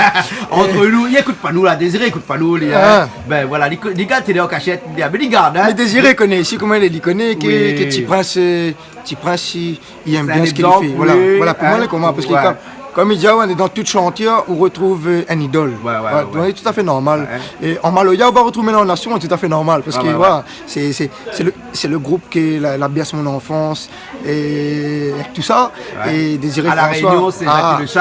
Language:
Réunion Creole French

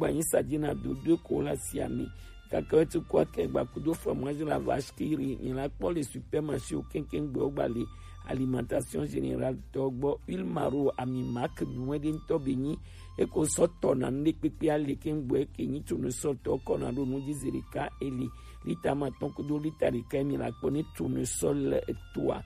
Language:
Gen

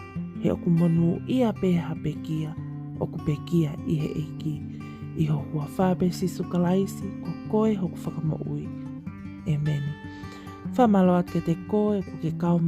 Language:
Tongan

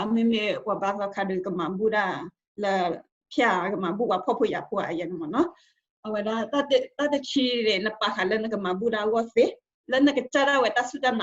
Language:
S'gaw Karen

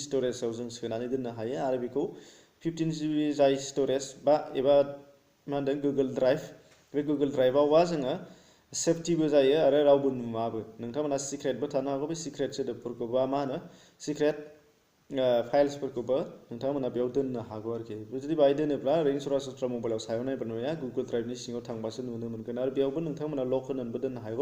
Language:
Bodo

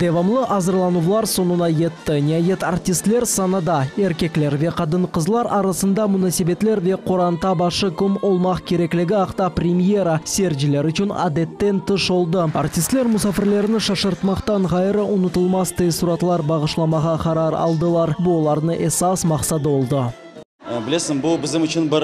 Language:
Crimean Tatar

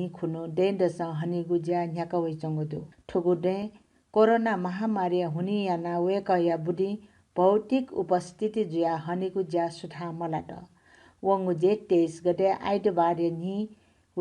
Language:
Newari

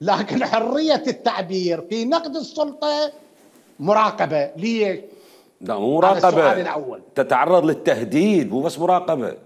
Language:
Mesopotamian Arabic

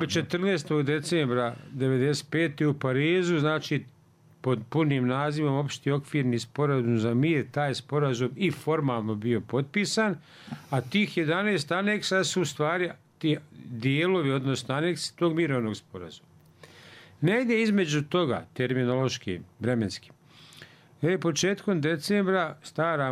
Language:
Bosnian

